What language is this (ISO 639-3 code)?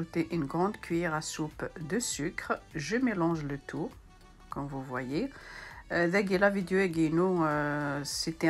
kab